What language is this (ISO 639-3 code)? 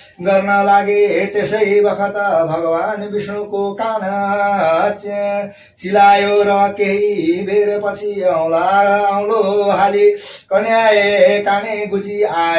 nep